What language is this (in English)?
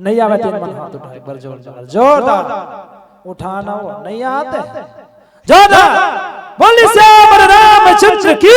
Chhattisgarhi